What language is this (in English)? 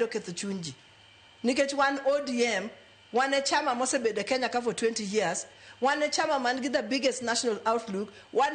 Luo (Kenya and Tanzania)